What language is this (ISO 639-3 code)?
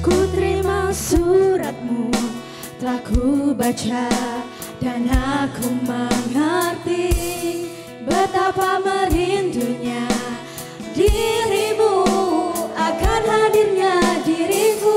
mui